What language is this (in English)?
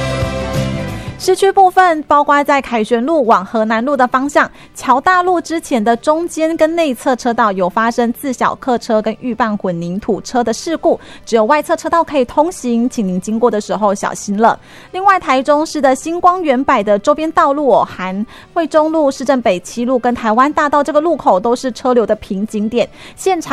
Chinese